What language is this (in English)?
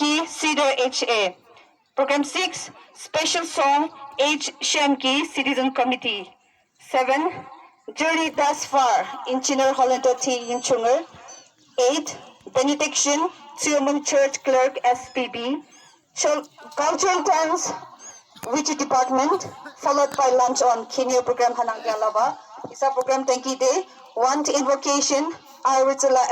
Yimchungru Naga